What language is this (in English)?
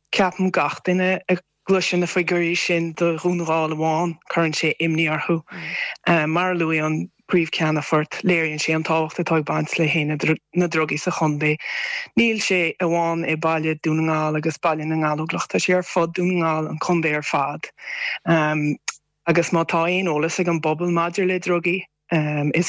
Irish